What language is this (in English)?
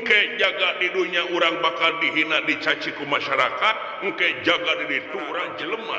Sundanese